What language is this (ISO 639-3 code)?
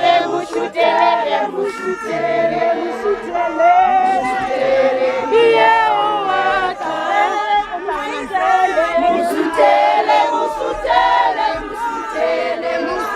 nso